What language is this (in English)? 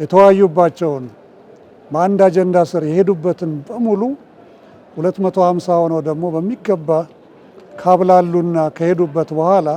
Amharic